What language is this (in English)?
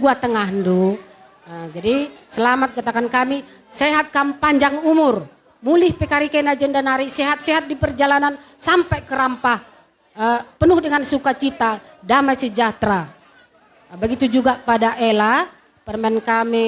Batak Karo